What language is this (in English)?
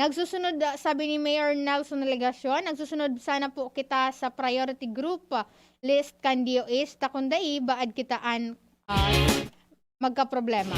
Bikol